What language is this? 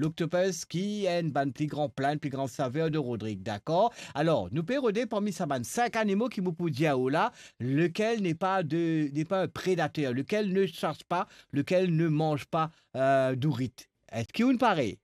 Morisyen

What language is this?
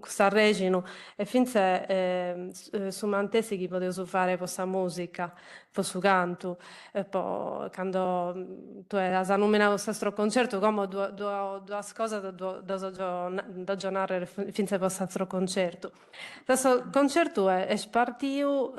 Sardinian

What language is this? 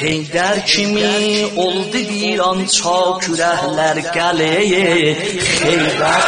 South Azerbaijani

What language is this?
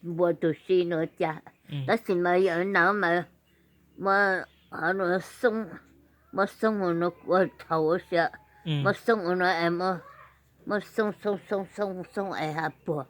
Hmong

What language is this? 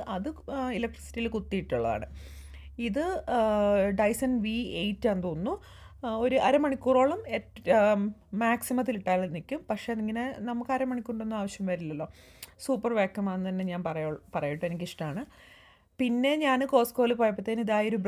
Malayalam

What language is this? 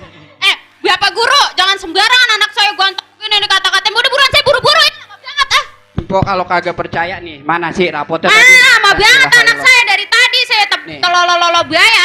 Betawi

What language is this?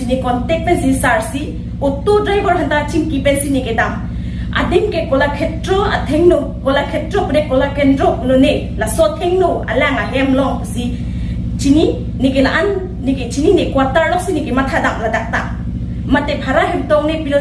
Karbi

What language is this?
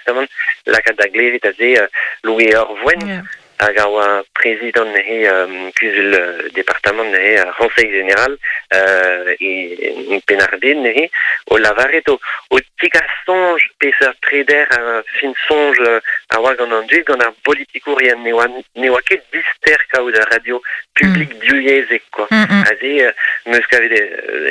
Breton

